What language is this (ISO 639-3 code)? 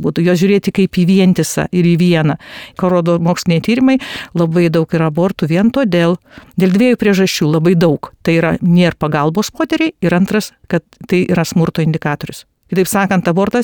lit